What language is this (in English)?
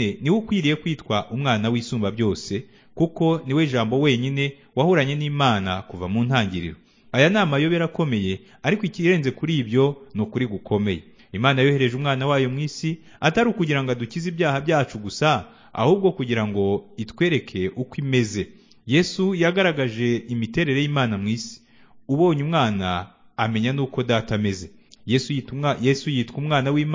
Kinyarwanda